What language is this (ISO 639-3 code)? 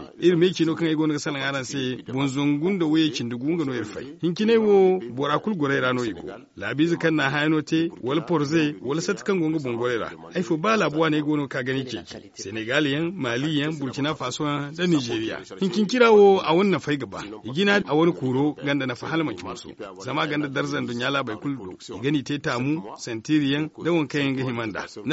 dje